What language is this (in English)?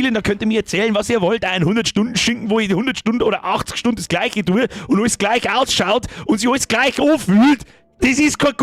Bavarian